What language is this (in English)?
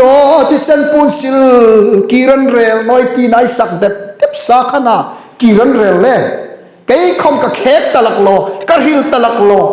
Hmar